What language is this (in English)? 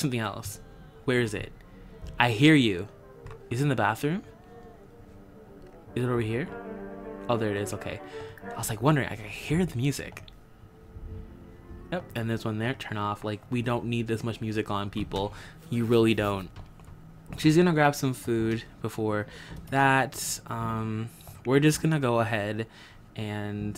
English